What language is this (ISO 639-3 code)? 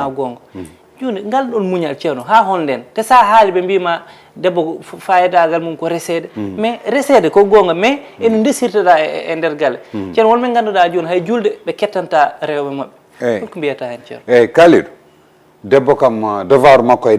ful